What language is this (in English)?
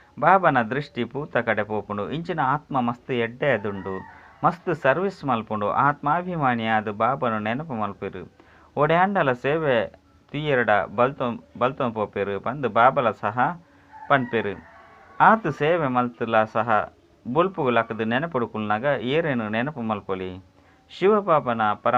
Tulu